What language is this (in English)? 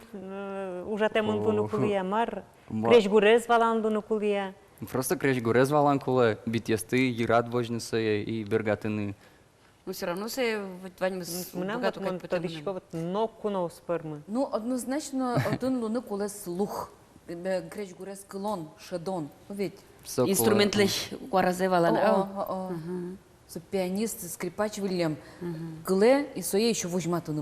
Udmurt